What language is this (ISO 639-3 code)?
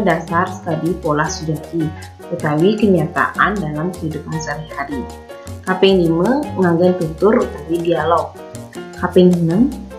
ban